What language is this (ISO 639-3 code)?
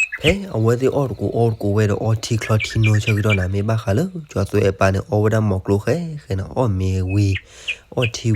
ksw